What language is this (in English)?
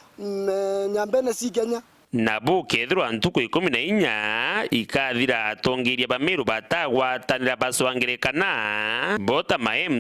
Meru